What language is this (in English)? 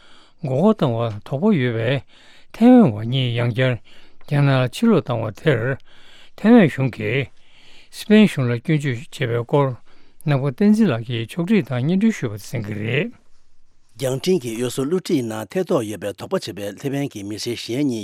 Tibetan